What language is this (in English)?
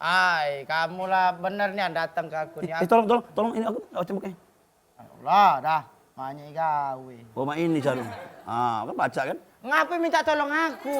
Musi